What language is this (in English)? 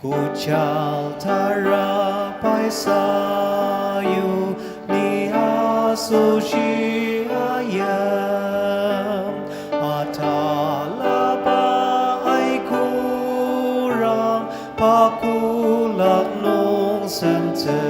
Ao Naga